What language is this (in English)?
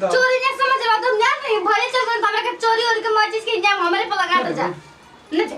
Bhojpuri